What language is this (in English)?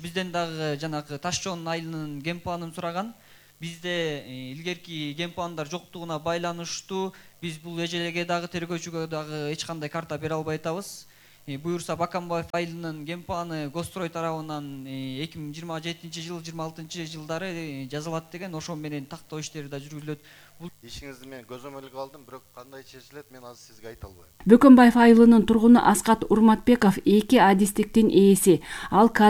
Kyrgyz